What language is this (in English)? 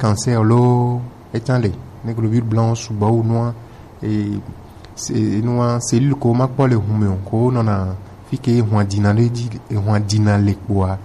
Gen